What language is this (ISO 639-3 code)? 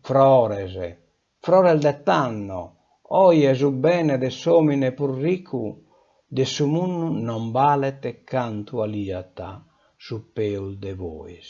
srd